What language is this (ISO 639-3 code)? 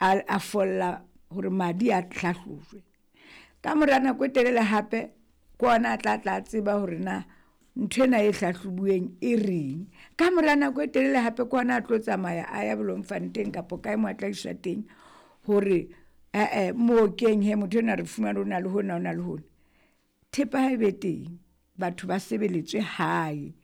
sot